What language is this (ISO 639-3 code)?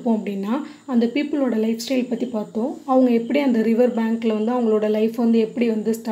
tam